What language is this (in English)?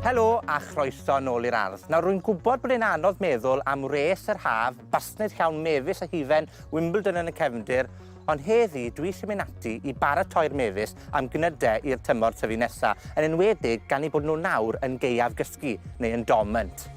Welsh